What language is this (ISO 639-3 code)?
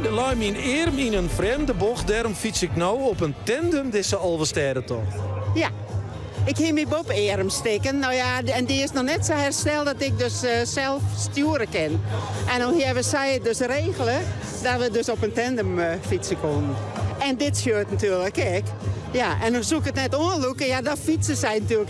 fry